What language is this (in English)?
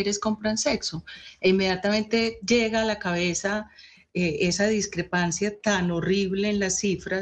Spanish